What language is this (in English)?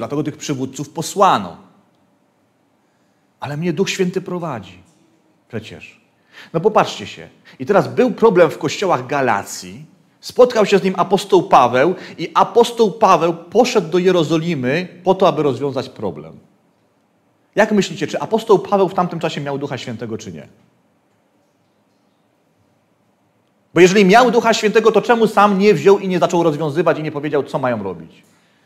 Polish